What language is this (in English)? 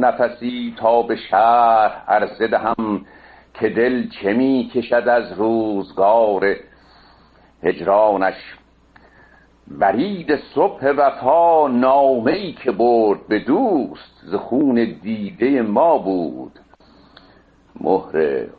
Persian